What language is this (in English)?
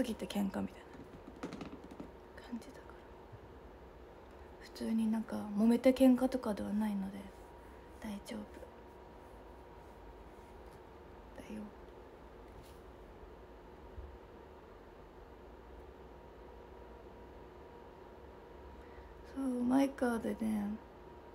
Japanese